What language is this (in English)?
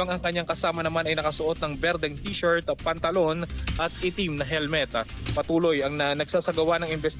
Filipino